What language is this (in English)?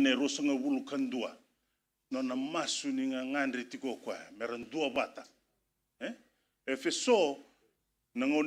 Fijian